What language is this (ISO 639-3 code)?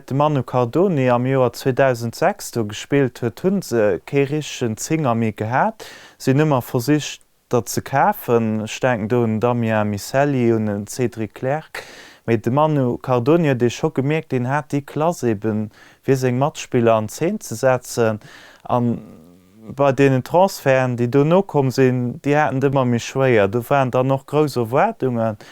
ltz